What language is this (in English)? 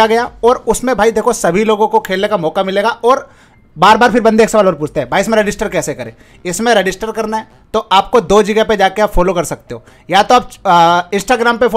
Hindi